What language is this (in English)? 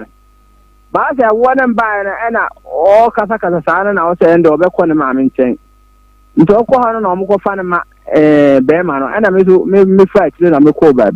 Akan